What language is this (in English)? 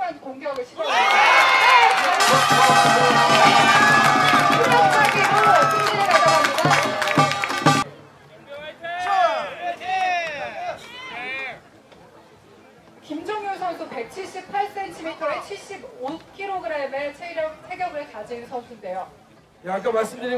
Korean